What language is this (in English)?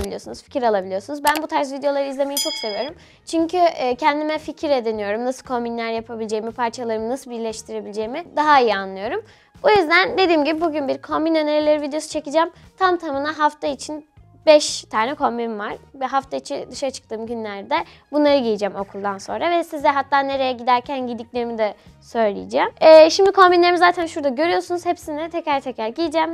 Turkish